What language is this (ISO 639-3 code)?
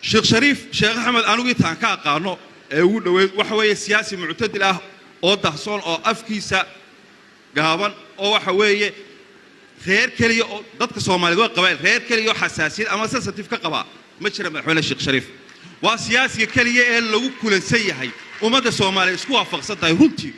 som